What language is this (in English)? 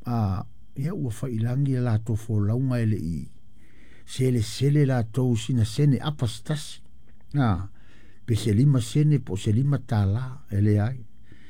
Samoan